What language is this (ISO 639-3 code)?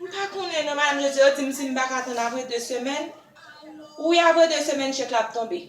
hat